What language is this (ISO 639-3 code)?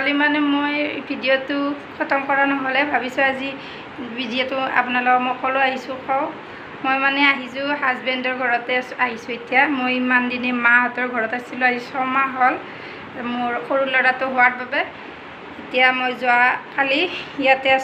asm